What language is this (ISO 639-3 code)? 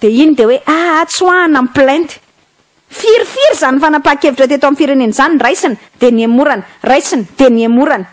mlg